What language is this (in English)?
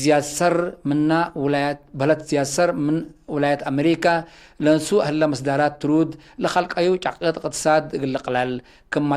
Tigre